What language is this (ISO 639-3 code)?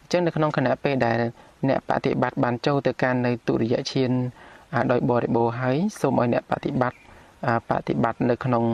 khm